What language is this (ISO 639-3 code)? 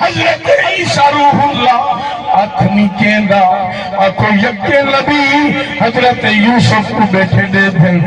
skr